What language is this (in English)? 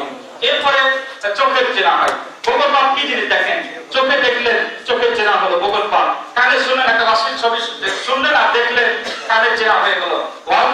Bangla